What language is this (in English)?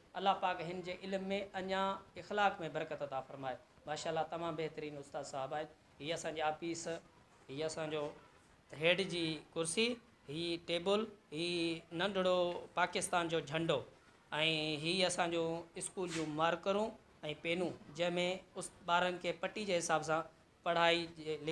Sindhi